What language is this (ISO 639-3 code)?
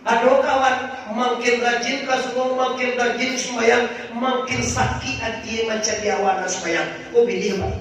min